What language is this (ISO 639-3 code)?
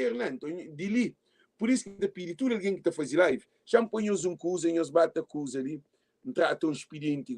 kea